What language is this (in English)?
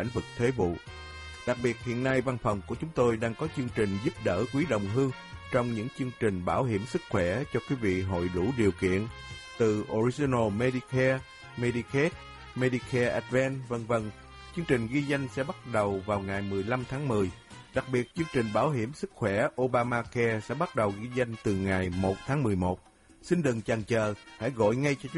Vietnamese